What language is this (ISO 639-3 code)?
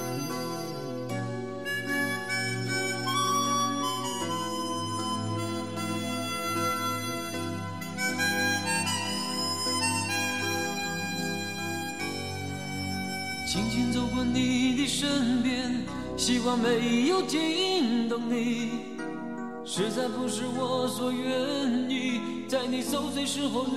zho